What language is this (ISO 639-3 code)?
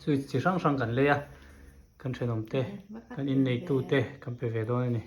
hmr